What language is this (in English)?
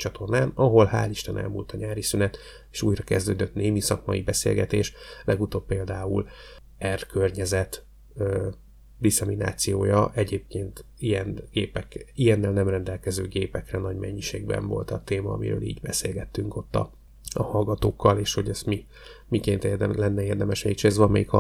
Hungarian